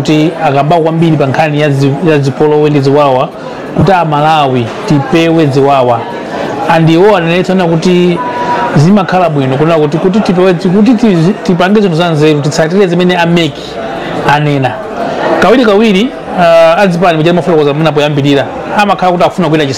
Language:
Nyanja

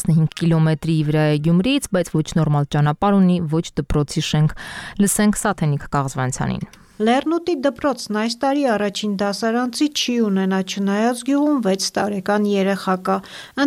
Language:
Armenian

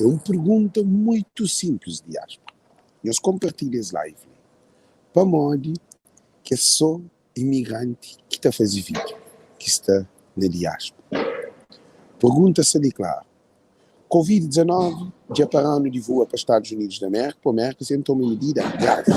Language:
Kabuverdianu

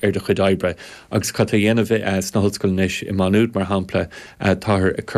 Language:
Irish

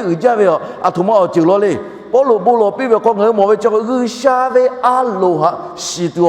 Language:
Lahu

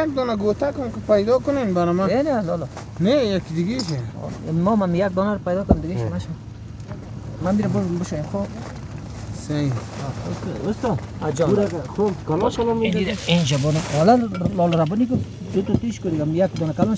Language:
Persian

